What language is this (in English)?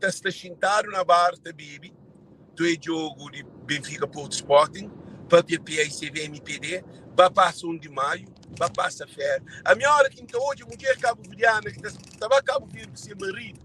Kabuverdianu